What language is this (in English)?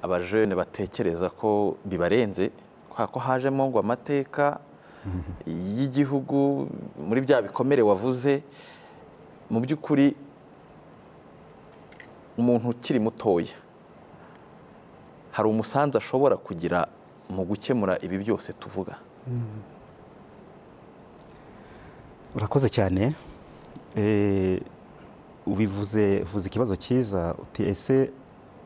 Kinyarwanda